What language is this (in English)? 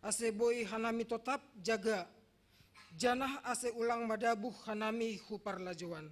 Batak Simalungun